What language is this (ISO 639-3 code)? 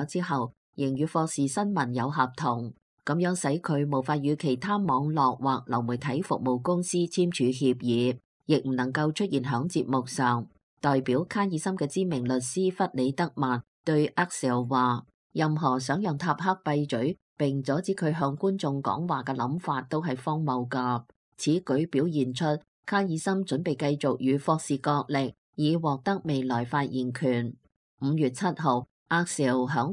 yue